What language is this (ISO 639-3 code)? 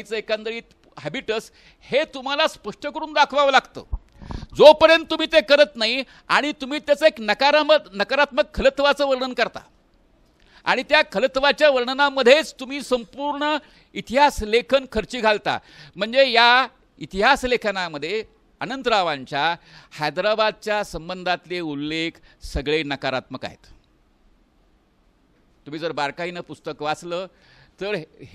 mar